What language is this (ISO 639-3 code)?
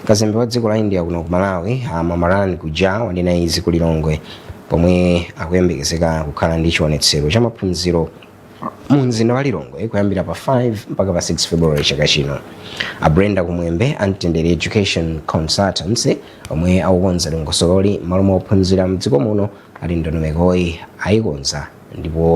nya